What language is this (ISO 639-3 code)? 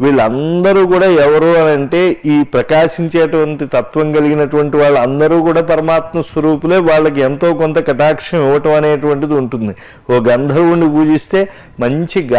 tel